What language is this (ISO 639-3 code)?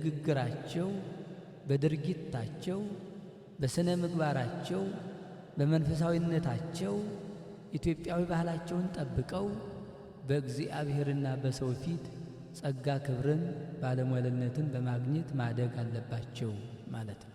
amh